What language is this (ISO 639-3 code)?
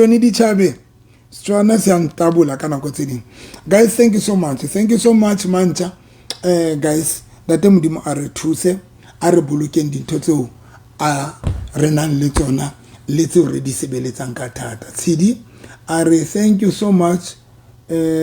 sot